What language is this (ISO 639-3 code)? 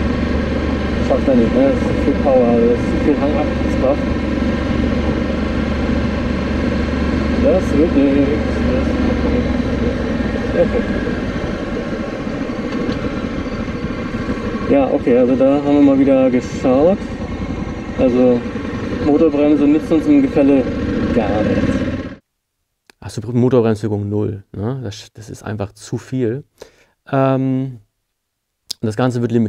deu